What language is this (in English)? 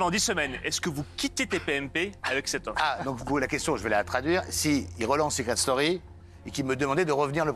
French